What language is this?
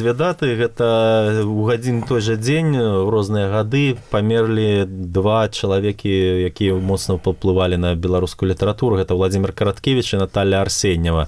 Belarusian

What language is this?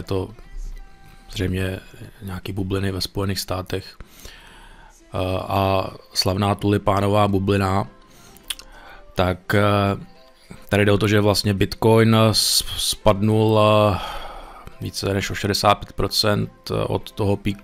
Czech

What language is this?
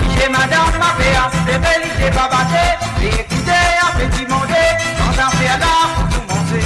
Morisyen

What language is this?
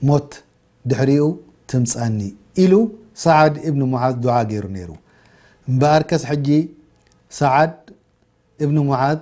Tigrinya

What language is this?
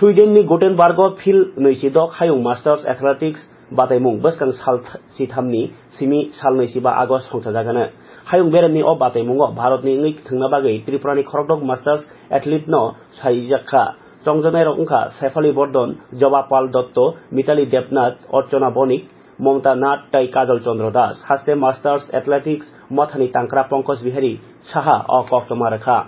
Kok Borok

